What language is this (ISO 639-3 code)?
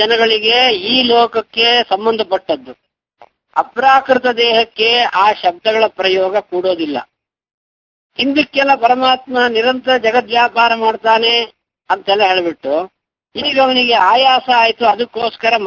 kan